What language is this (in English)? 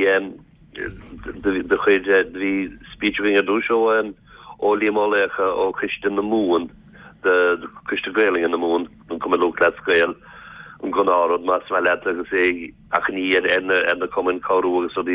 Irish